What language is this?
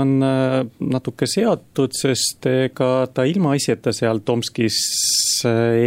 Estonian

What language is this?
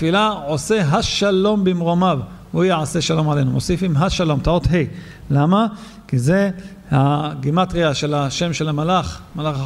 Hebrew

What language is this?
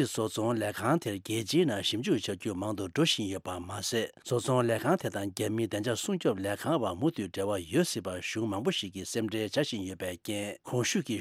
Tibetan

